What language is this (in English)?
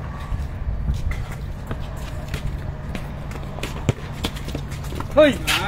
Filipino